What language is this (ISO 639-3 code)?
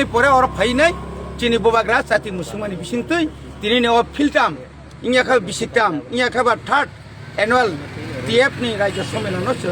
trp